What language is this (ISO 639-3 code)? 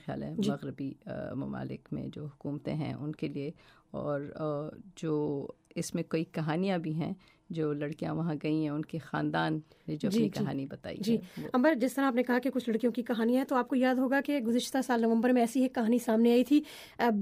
urd